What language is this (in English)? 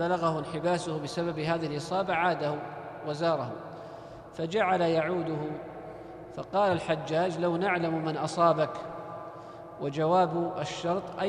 Arabic